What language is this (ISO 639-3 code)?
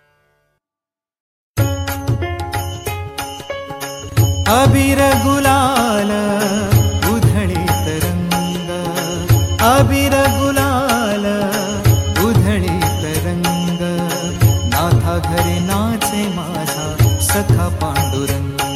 mar